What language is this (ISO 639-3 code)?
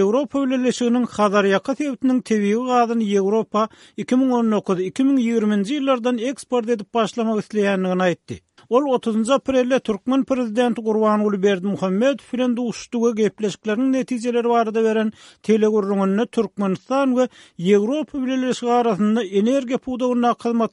tuk